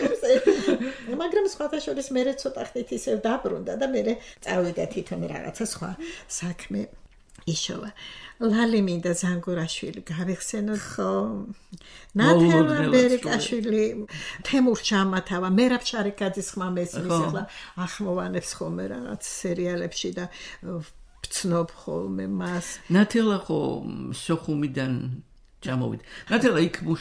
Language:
Georgian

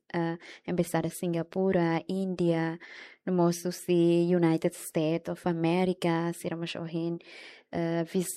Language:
Tetum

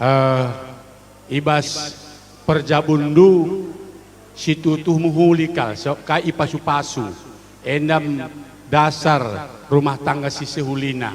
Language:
Batak Karo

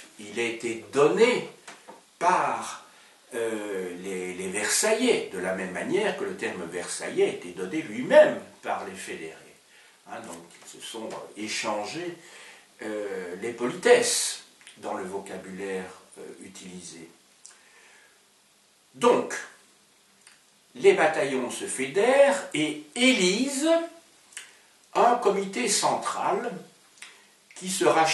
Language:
French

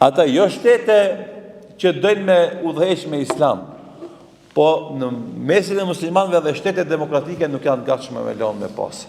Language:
Albanian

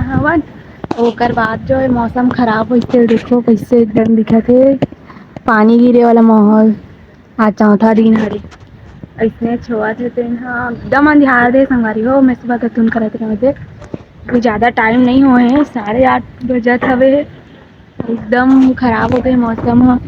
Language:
Chhattisgarhi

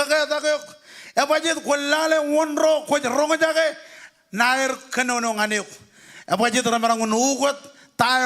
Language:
Marshallese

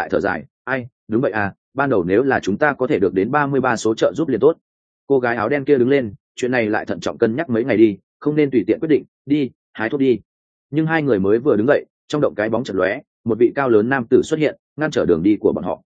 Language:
Vietnamese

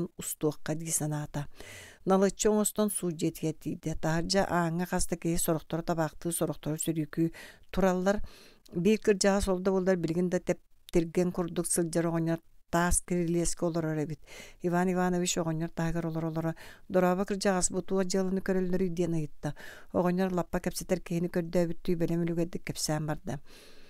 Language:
Yakut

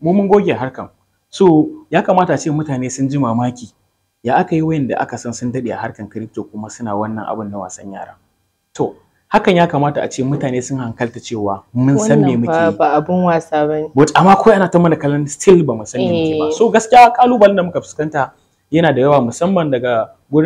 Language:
Hausa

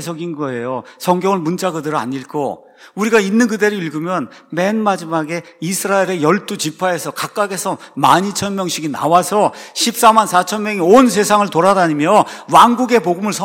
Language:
Korean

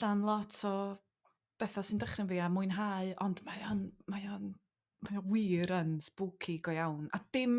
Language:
Welsh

